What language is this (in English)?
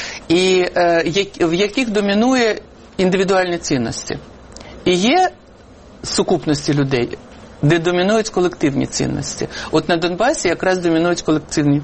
Ukrainian